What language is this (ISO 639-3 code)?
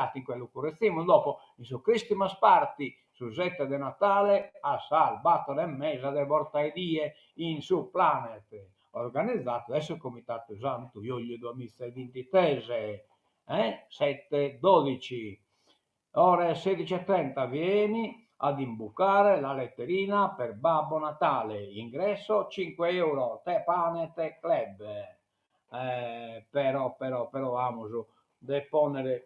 srd